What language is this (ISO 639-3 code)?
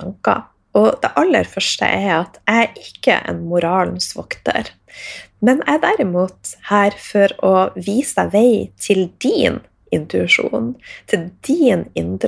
nor